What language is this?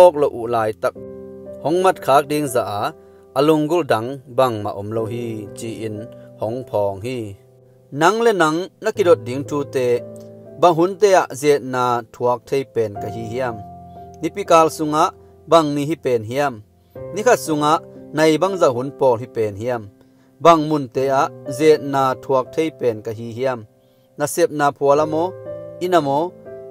Tedim Chin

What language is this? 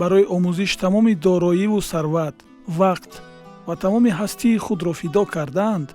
Tajik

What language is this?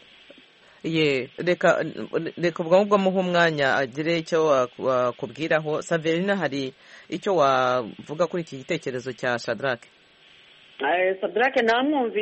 Kinyarwanda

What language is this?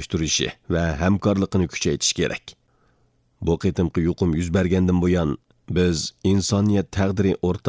Uyghur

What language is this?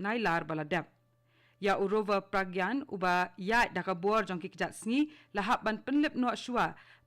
Khasi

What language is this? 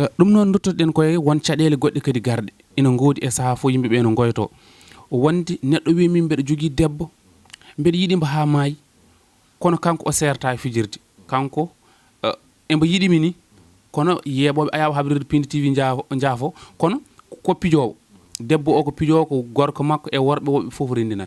Fula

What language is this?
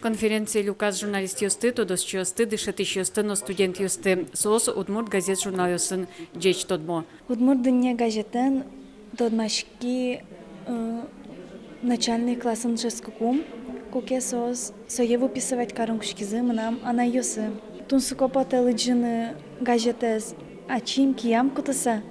Udmurt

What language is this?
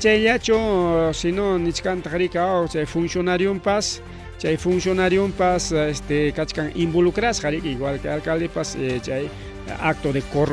Ayacucho Quechua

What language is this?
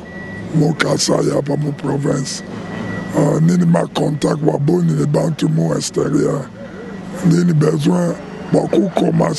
Luba-Lulua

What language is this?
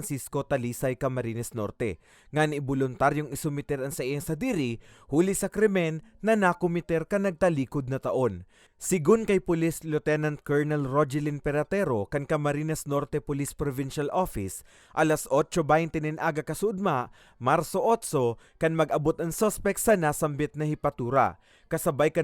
Bikol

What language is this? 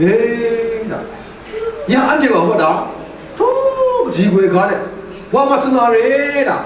Kachin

